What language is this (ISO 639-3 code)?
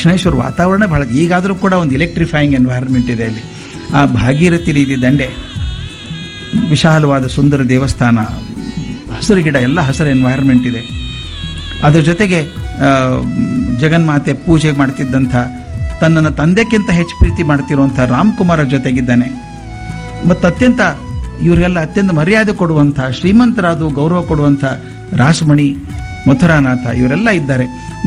kan